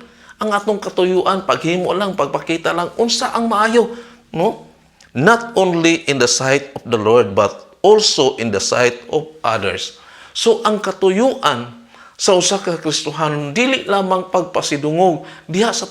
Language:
Cebuano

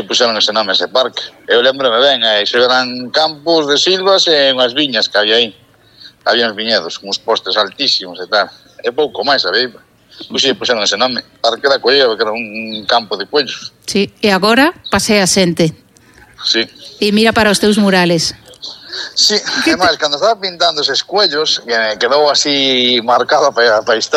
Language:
Galician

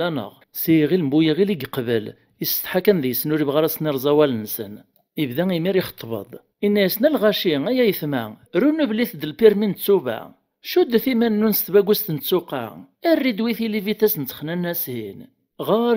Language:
Kabyle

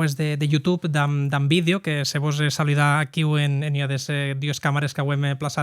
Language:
Occitan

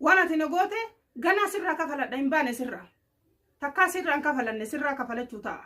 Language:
Oromo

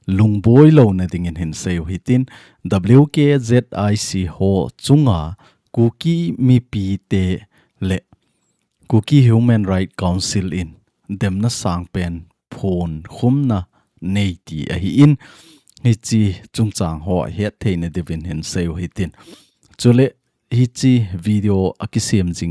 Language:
Thado Chin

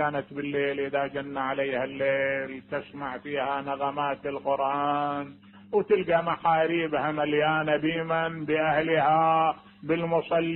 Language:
Mesopotamian Arabic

